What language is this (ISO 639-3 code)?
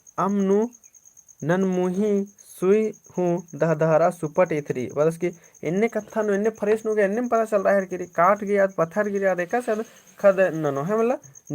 kru